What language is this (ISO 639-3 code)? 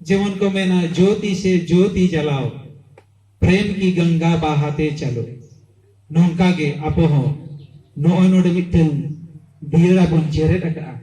sat